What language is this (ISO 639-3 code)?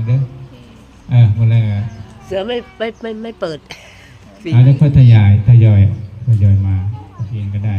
lao